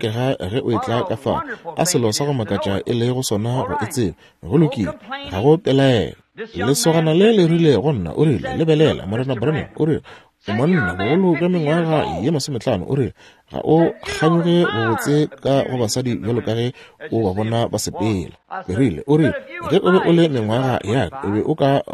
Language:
Northern Sotho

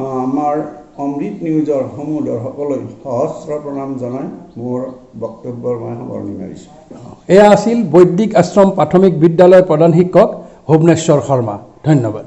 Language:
Assamese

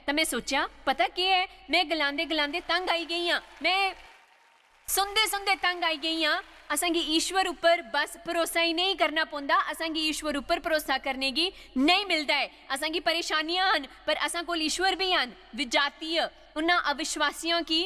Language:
Dogri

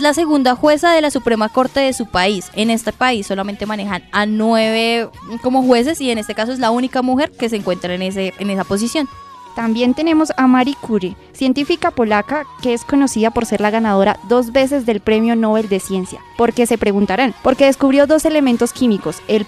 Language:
Spanish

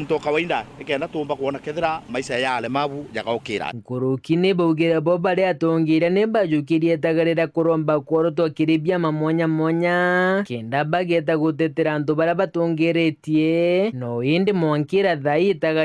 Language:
Meru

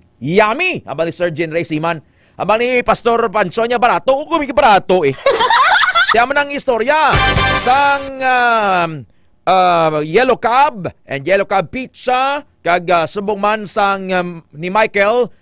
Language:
Hiligaynon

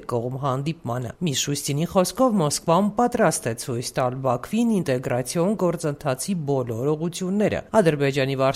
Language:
Armenian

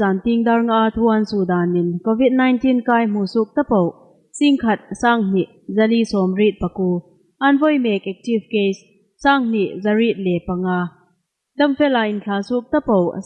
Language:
Hmar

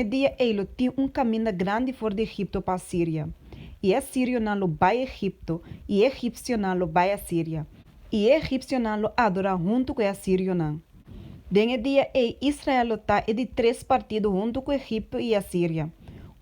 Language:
Papiamento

